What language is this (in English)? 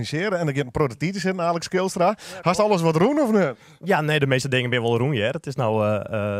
Western Frisian